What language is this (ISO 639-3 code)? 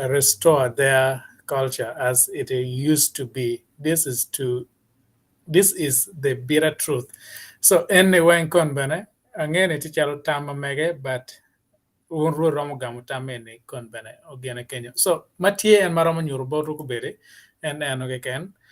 ach